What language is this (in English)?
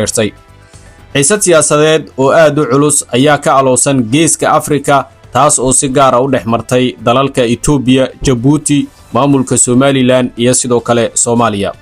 Somali